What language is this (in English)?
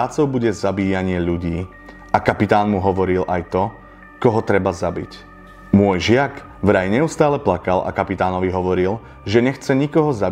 Slovak